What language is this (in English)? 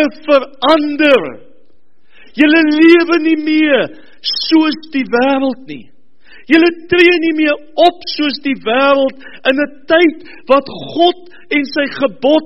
Afrikaans